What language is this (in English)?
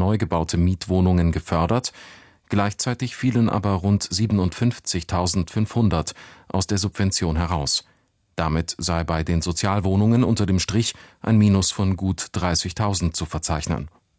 German